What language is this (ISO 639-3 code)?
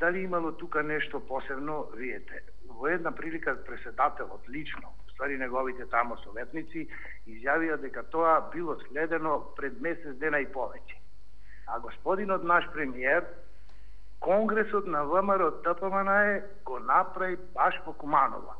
mkd